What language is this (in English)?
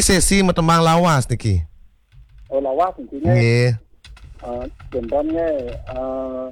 Balinese